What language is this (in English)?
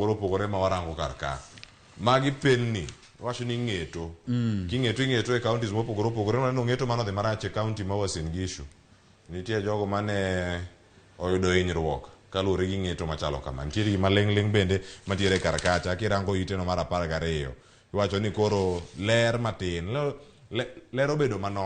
Luo (Kenya and Tanzania)